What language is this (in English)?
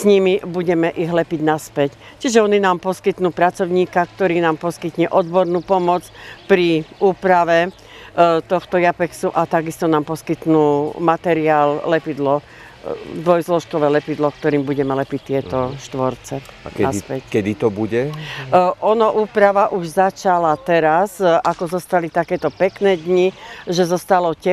Slovak